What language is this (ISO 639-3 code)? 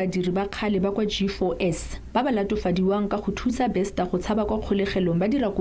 tsn